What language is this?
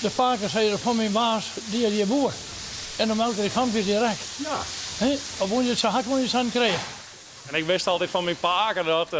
Western Frisian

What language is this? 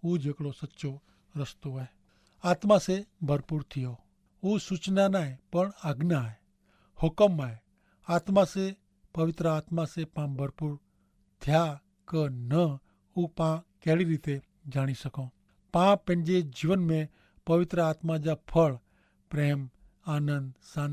Kachhi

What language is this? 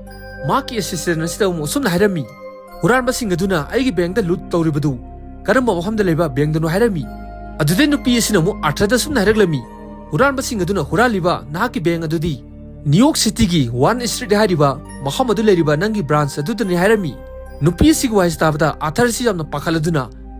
Manipuri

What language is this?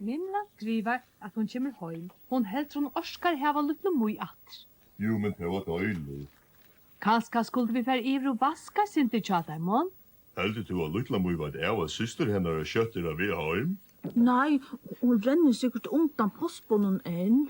Faroese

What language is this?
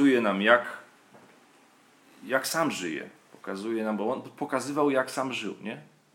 Polish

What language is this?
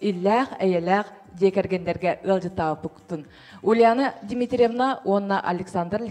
Yakut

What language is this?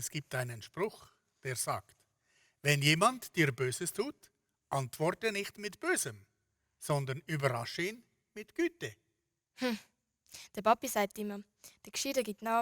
Swiss German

